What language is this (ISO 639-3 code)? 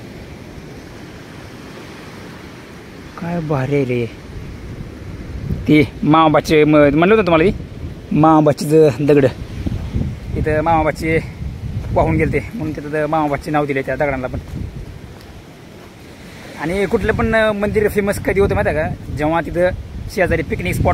mar